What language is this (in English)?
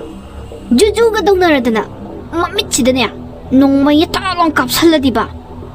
Manipuri